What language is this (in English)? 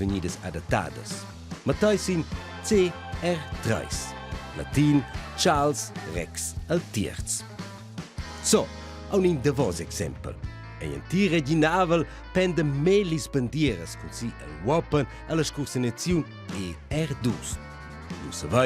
Romansh